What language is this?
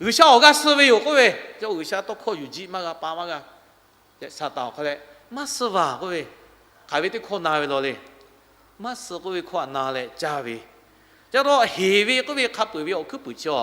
Lahu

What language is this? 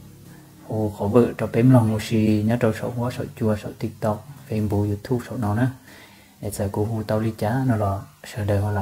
Hmong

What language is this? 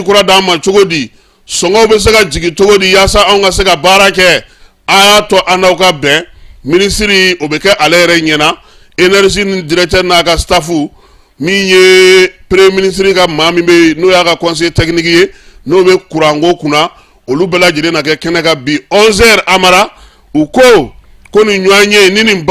Bambara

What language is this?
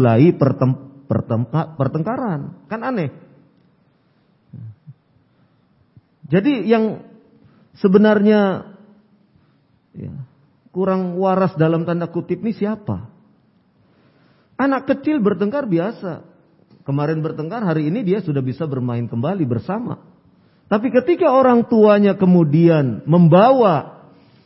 Indonesian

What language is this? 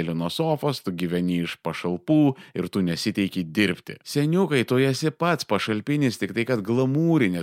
Lithuanian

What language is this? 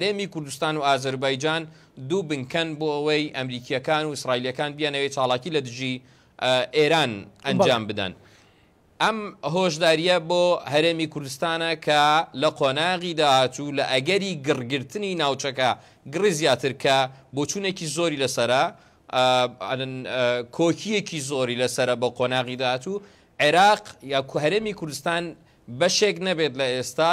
Central Kurdish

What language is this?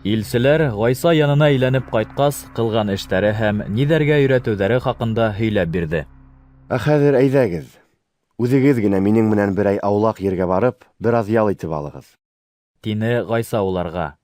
Bashkir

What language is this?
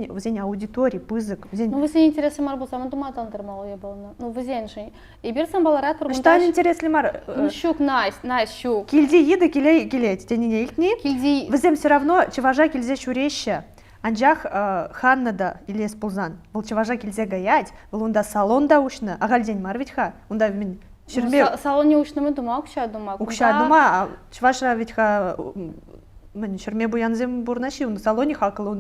Chuvash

